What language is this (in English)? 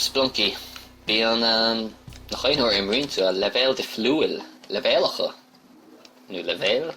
Irish